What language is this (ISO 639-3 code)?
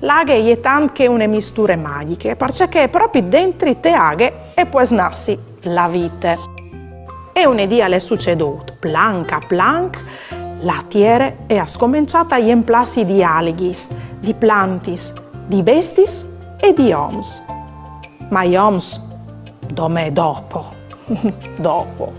fur